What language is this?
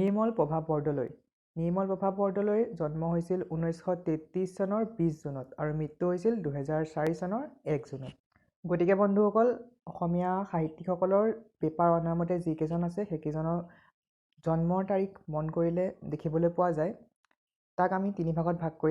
Assamese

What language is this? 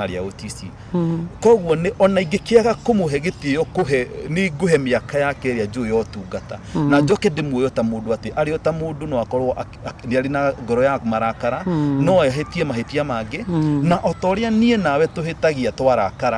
Kikuyu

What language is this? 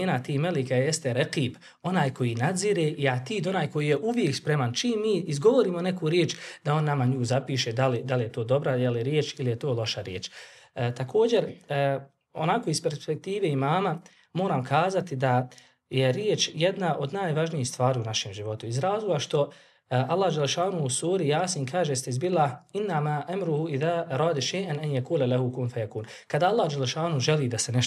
Bosnian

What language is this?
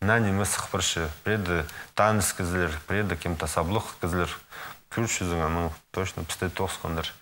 Khakas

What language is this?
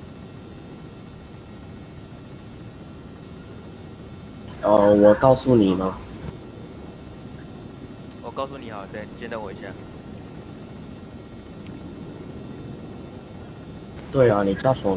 Chinese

